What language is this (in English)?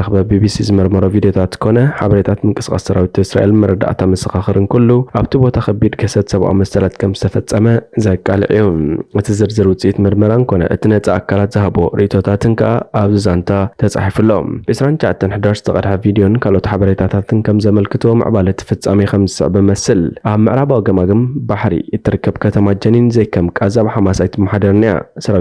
Tigrinya